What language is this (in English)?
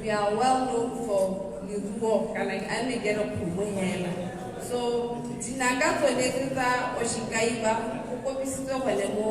Tswana